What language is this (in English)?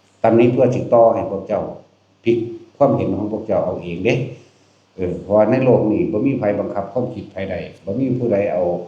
Northeastern Thai